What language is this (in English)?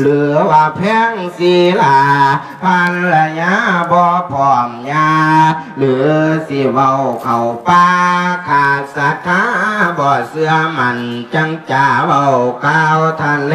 Lao